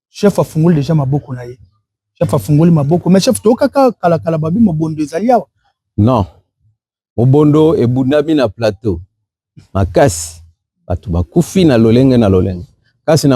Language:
Lingala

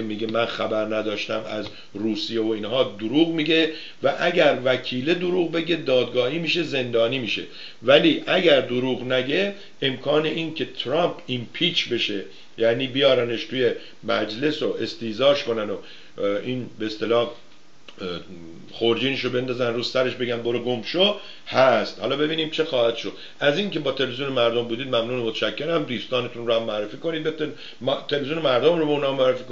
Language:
Persian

